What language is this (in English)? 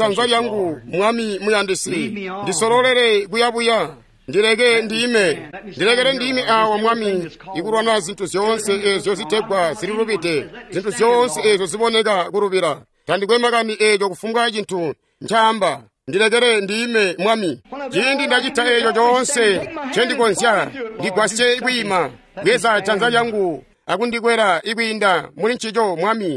Tonga (Zambia)